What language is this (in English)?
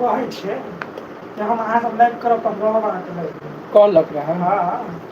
Maithili